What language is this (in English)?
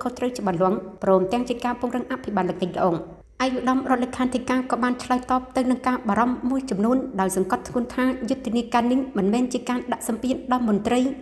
Khmer